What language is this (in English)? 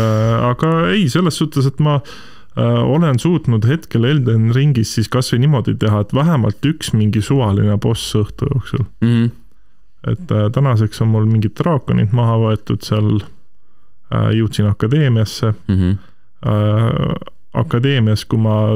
Estonian